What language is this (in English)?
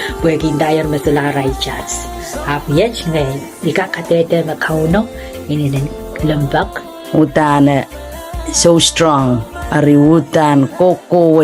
Pohnpeian